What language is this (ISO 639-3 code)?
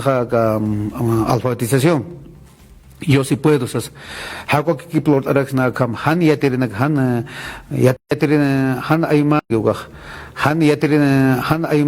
aym